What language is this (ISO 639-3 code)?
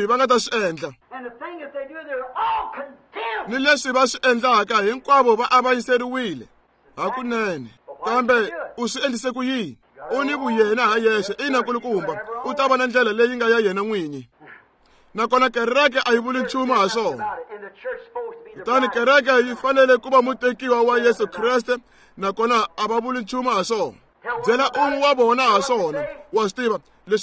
tso